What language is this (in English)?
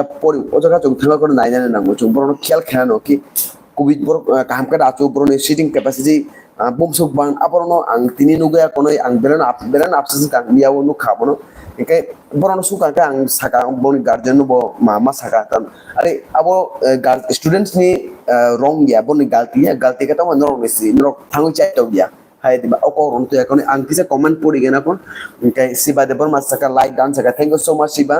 Kok Borok